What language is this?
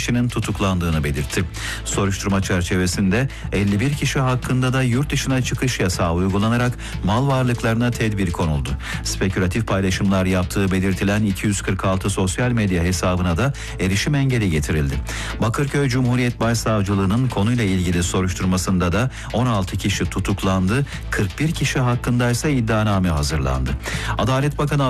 Turkish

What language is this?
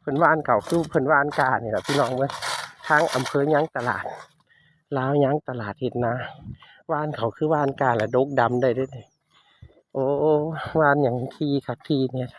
Northeastern Thai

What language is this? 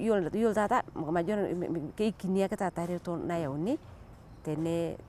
Masai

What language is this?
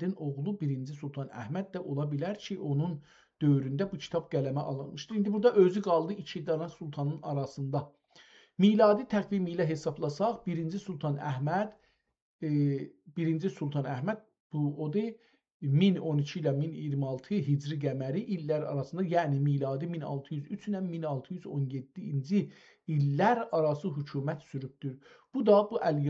South Azerbaijani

